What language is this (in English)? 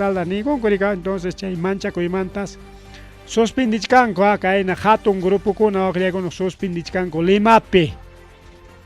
Ayacucho Quechua